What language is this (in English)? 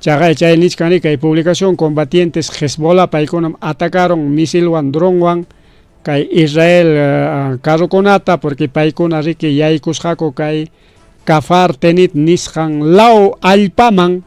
Ayacucho Quechua